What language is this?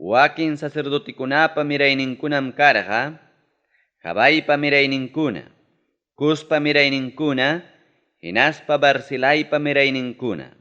Ayacucho Quechua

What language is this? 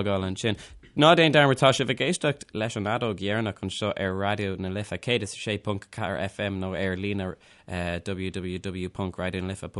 Irish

